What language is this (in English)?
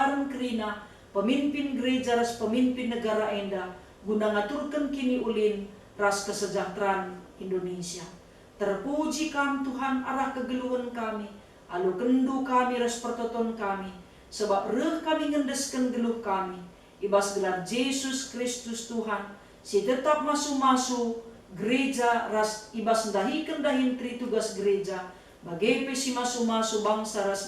Batak Karo